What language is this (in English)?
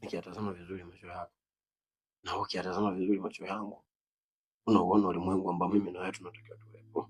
Swahili